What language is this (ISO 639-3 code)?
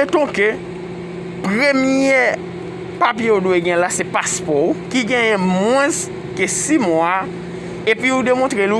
hat